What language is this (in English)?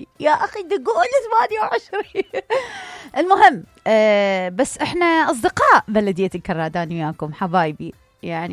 Mesopotamian Arabic